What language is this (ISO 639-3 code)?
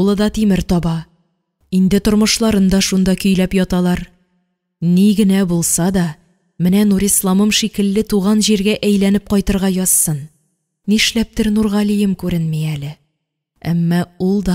tat